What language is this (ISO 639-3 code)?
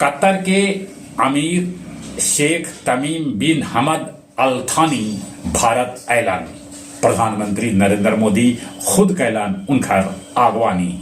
mag